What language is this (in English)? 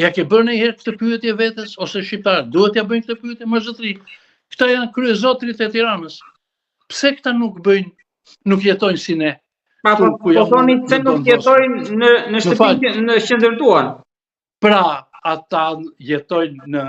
Albanian